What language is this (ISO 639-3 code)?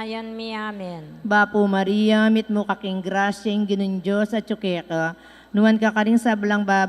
pam